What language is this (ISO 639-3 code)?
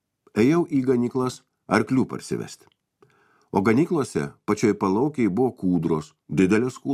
lit